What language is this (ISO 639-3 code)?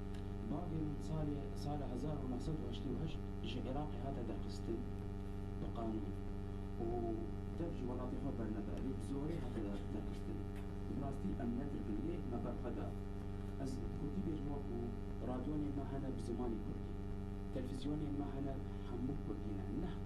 kur